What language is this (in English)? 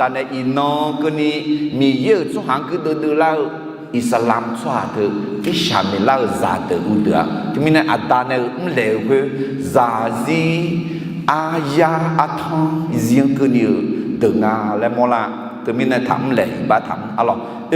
Akha